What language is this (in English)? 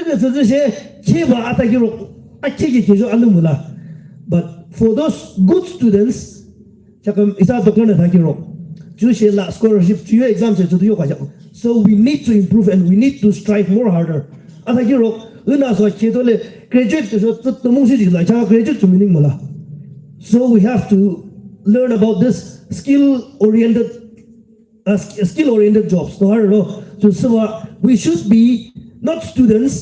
Yimchungru Naga